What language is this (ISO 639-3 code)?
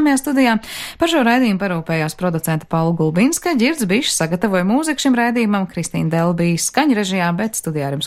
lav